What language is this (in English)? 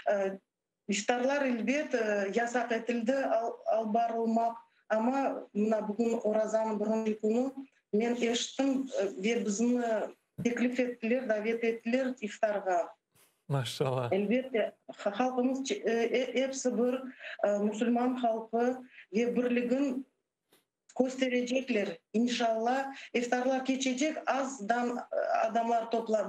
Crimean Tatar